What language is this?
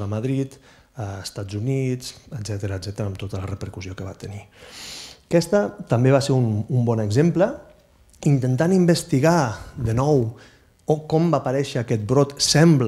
Catalan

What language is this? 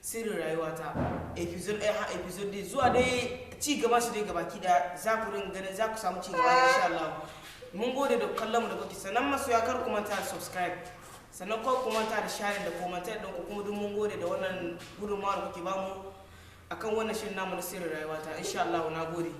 Hausa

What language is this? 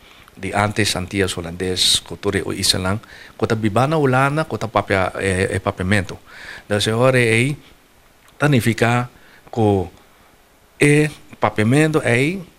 Papiamento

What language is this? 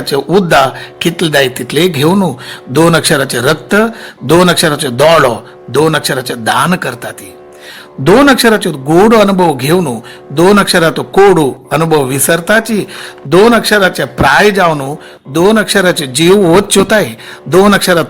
Konkani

